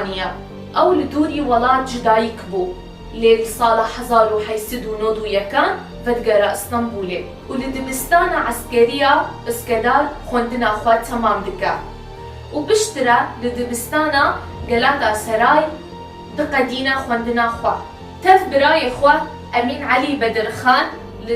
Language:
Kurdish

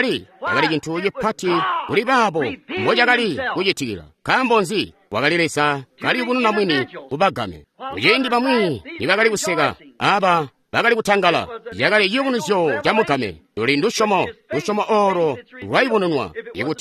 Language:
Tonga (Zambia)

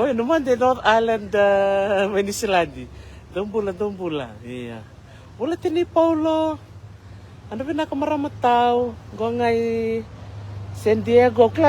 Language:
Fijian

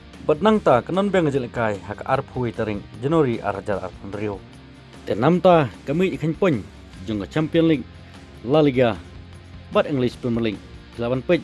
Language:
Khasi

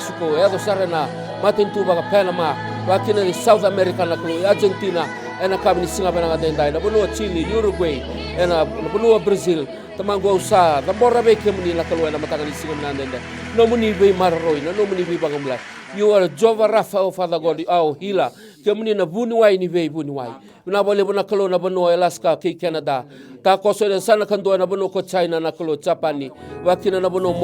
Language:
Fijian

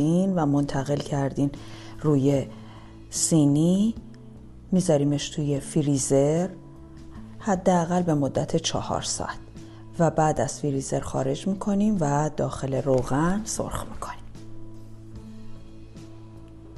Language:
Persian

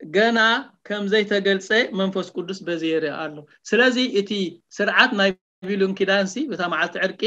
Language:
Tigrinya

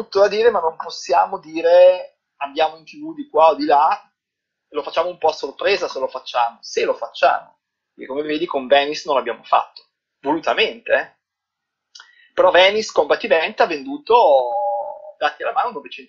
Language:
Italian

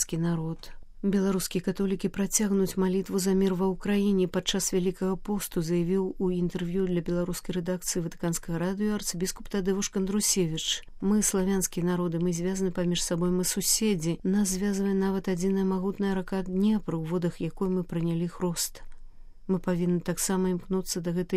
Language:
Belarusian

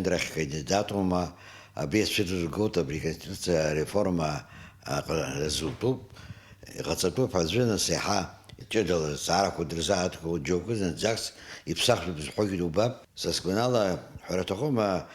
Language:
Abkhazian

